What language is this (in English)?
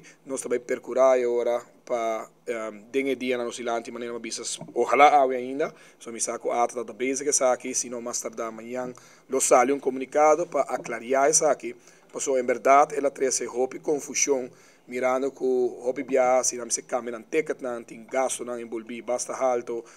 Papiamento